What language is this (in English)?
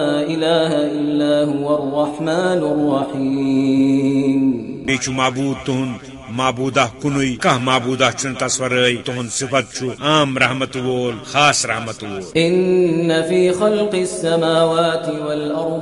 Kashmiri